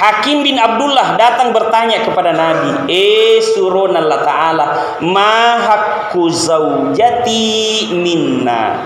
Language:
Buginese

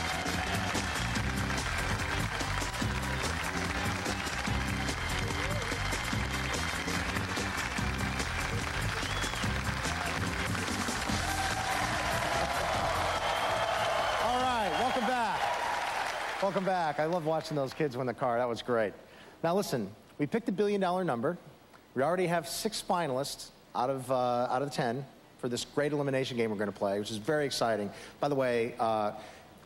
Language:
English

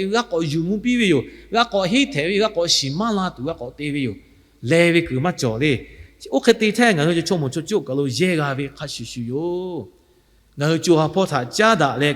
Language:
Lahu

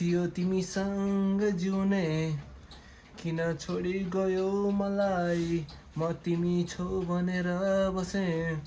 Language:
Nepali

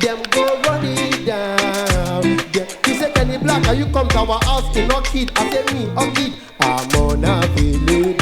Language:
Nigerian Pidgin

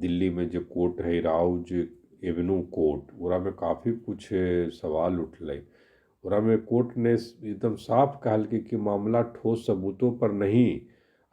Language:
Magahi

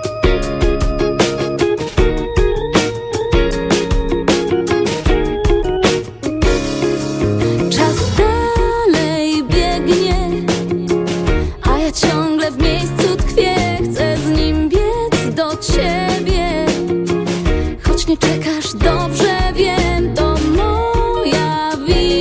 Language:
Polish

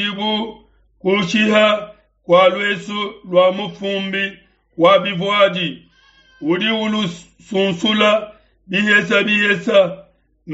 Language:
Luba-Lulua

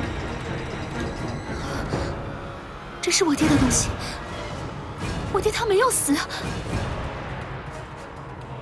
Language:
Chinese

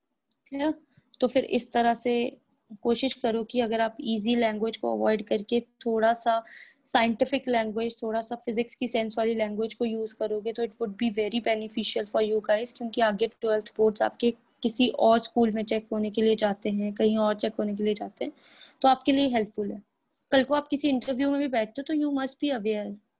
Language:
Hindi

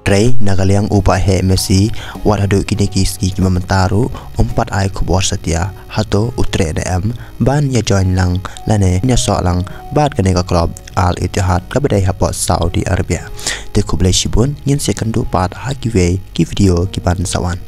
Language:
Khasi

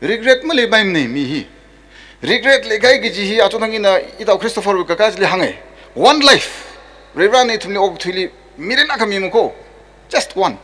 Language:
Tangkhul Naga (India)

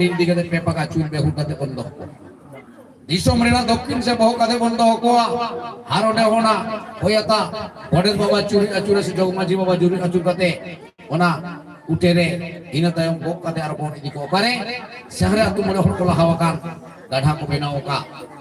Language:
Santali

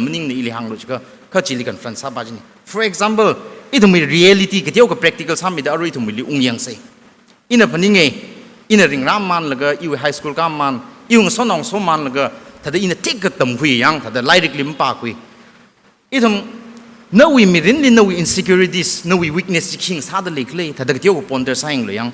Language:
Tangkhul Naga (India)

